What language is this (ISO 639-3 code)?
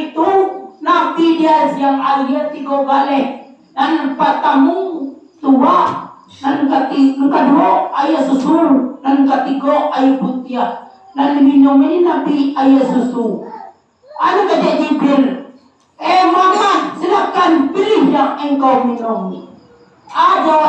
min